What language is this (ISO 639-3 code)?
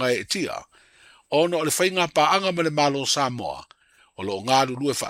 smo